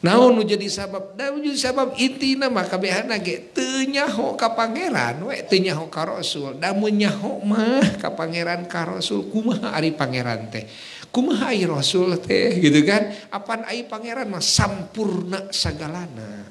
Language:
Sundanese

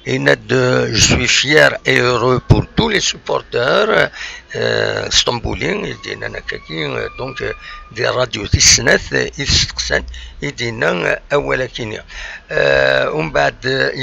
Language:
Kabyle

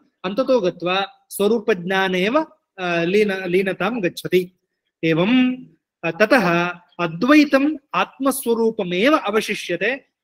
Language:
Sanskrit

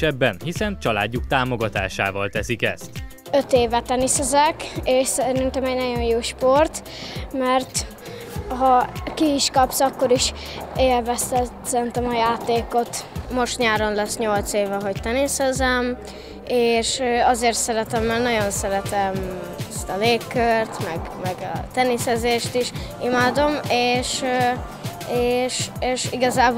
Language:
Hungarian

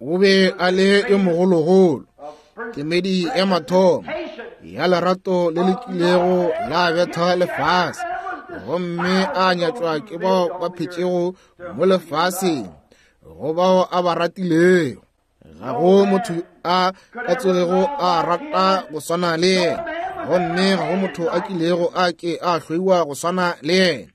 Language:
Northern Sotho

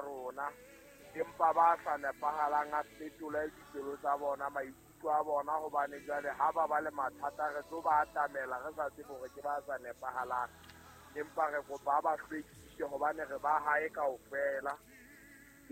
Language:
Southern Sotho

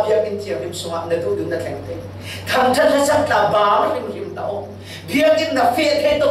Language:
Falam Chin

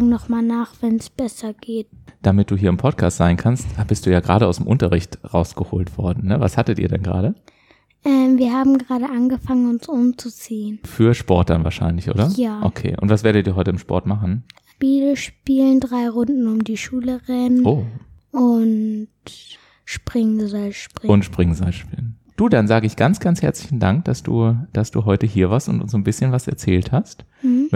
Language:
German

